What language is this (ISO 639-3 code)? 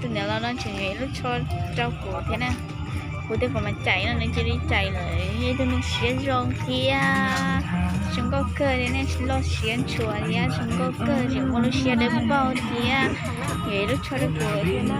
hmn